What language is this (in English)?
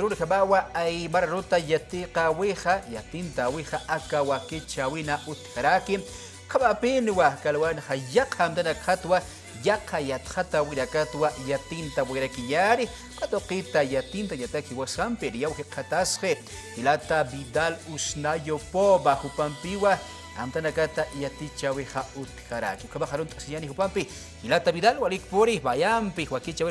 Aymara